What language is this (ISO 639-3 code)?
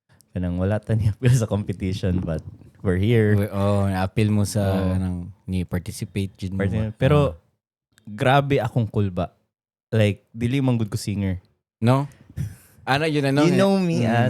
ceb